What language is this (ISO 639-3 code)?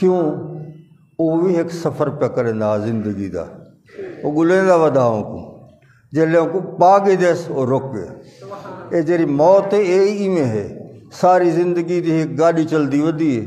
skr